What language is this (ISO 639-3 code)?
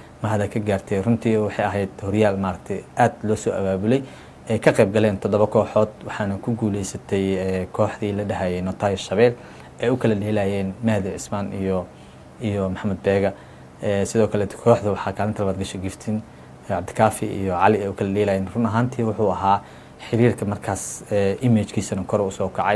som